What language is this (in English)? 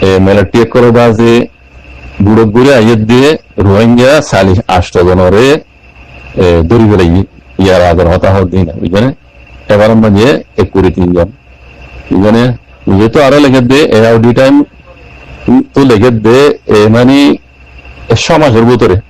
Rohingya